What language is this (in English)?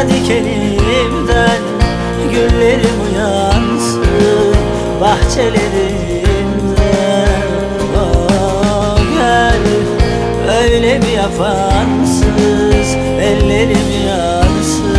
Turkish